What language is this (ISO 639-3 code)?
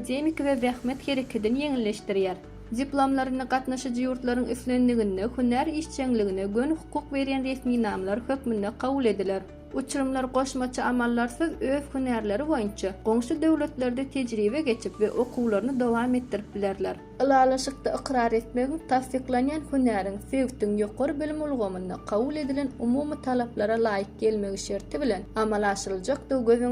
tuk